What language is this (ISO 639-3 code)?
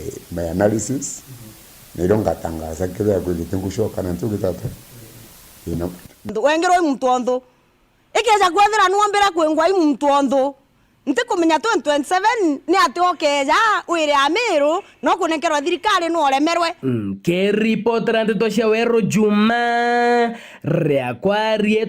mer